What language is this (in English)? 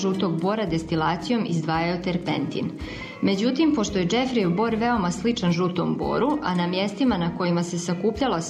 Croatian